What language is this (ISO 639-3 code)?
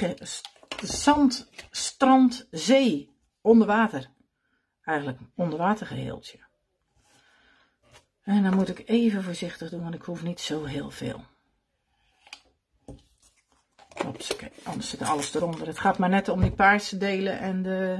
nld